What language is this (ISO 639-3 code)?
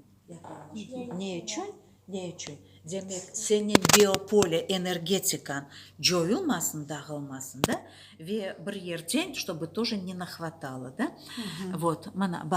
crh